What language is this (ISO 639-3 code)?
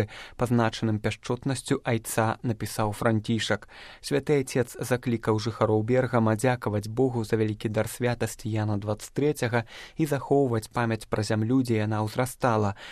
bel